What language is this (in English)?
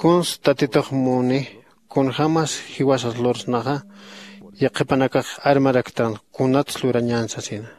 Aymara